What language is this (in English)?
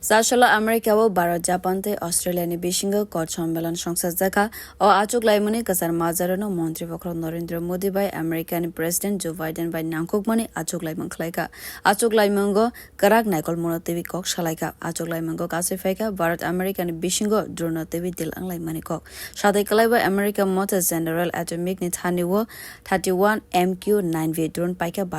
Kok Borok